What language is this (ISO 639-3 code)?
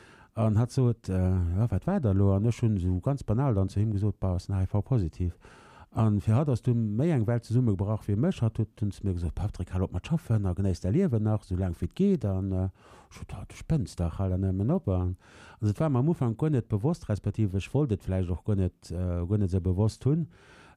ltz